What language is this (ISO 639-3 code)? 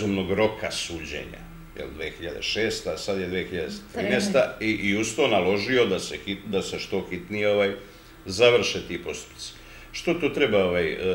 srp